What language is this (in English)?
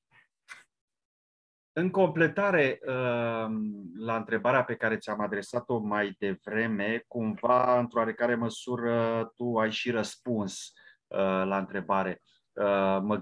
Romanian